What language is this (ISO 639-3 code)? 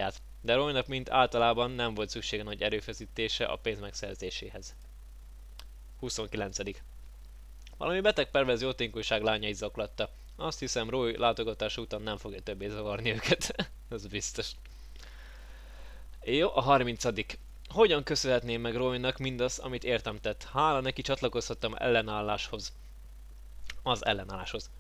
hun